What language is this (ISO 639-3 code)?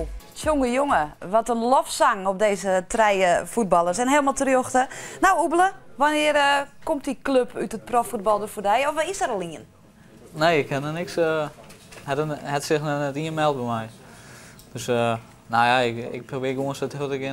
fry